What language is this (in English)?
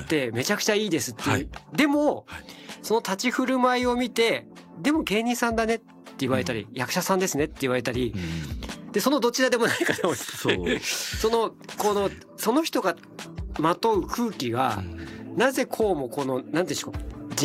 Japanese